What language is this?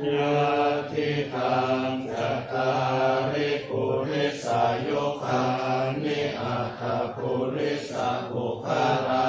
Pali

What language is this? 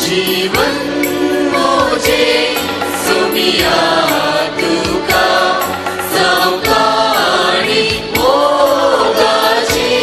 Konkani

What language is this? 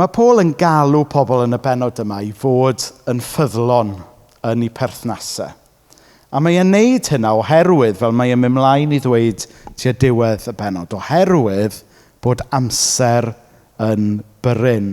Welsh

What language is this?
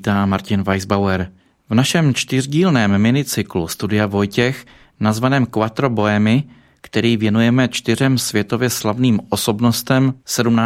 Czech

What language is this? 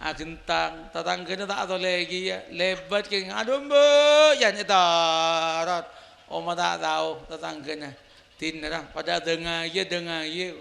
Madurese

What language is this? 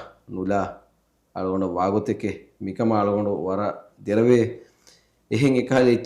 Divehi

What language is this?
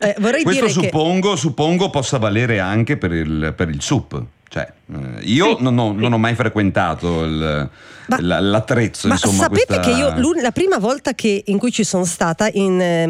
Italian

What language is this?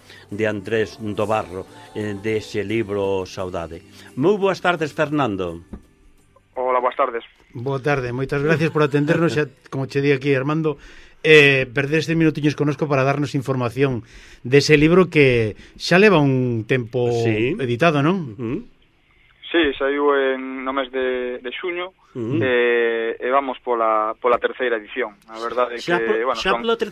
Galician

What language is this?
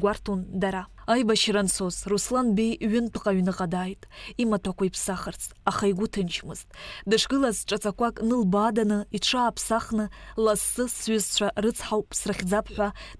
Abkhazian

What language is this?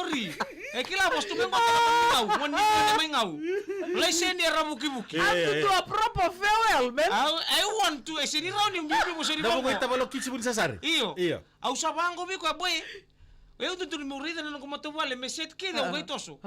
Fijian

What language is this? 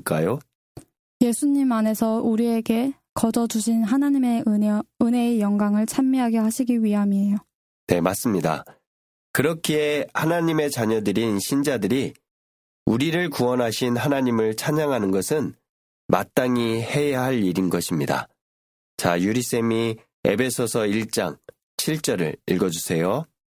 Korean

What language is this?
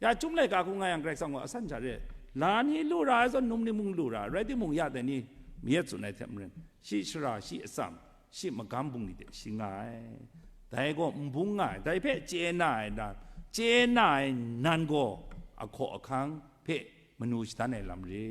Kachin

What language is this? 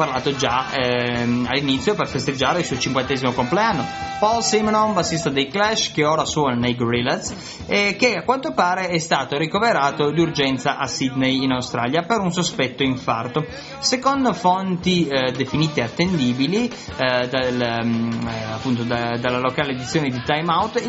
Italian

